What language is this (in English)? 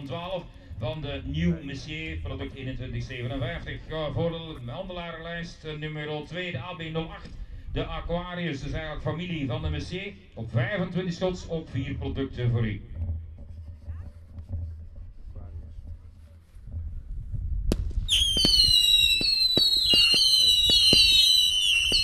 Dutch